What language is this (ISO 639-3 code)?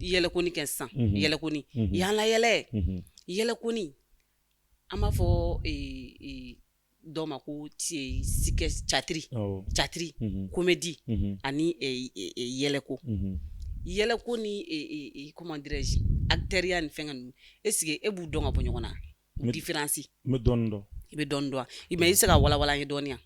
bam